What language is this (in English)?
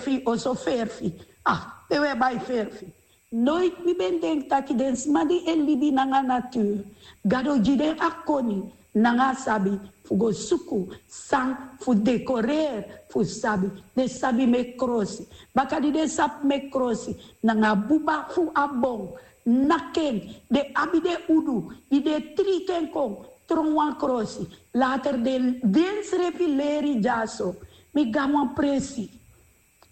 Sranan Tongo